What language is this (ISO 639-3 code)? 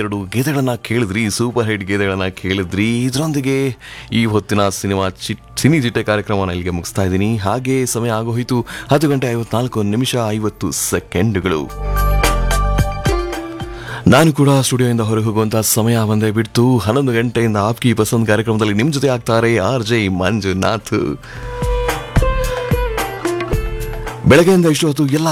kan